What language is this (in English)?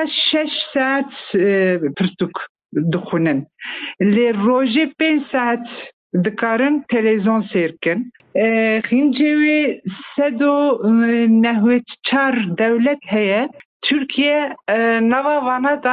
Kurdish